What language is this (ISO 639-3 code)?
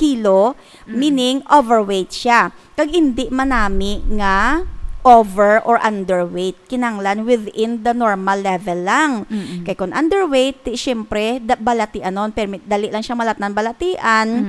hil